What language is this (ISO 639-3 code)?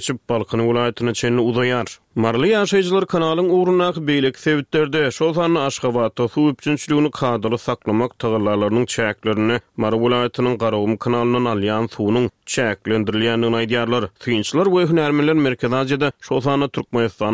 tuk